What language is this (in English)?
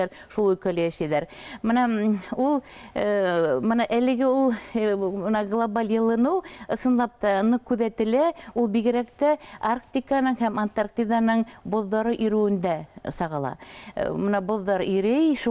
Bashkir